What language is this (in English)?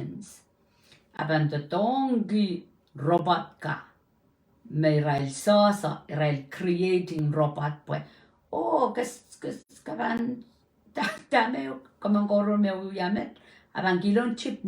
Pohnpeian